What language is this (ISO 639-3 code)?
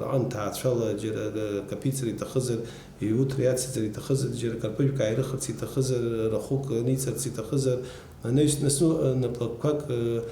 abk